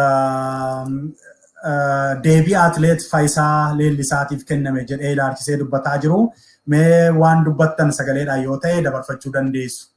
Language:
Oromo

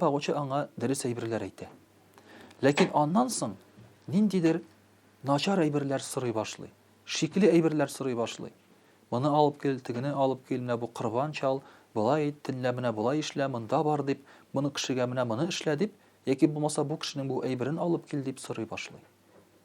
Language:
Tatar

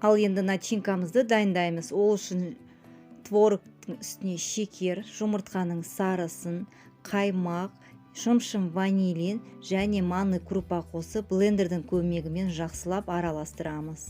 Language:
Kazakh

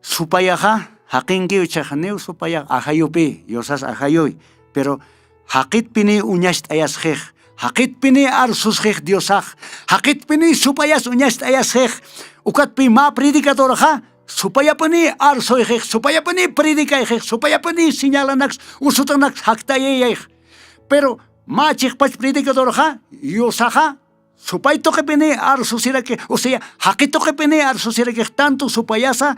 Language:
Aymara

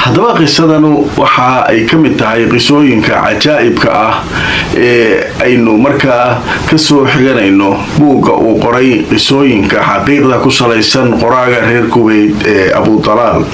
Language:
Somali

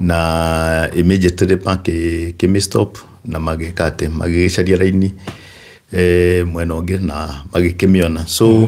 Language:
Kikuyu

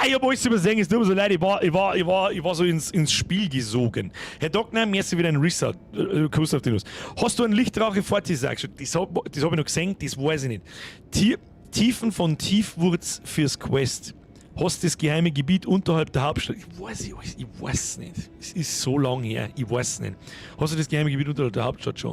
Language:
Bavarian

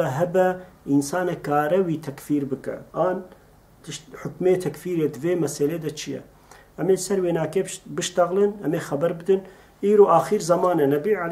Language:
Kurdish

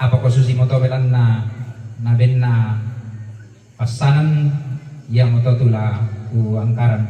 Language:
Toraja-Sa'dan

